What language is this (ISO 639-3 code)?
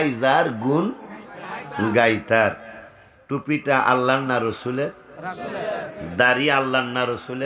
ben